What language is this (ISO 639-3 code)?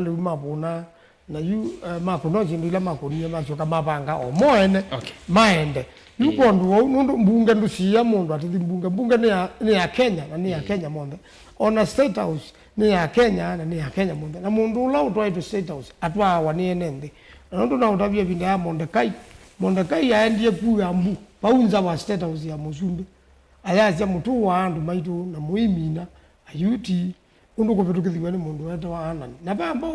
kam